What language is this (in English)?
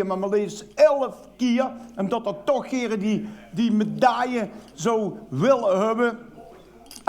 Limburgish